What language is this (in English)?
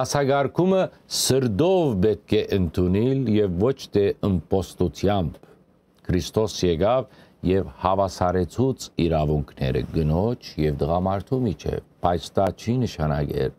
Western Armenian